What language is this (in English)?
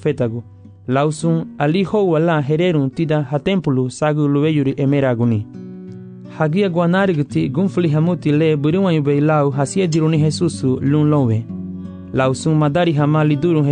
Garifuna